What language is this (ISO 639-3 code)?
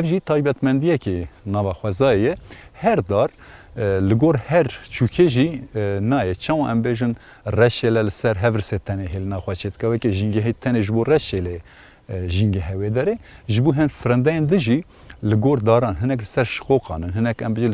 kur